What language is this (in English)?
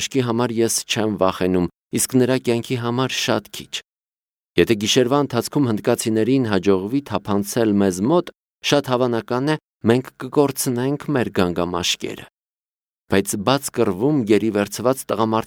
Armenian